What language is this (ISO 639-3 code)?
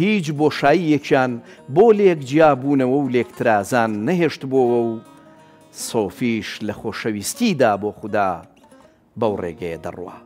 ckb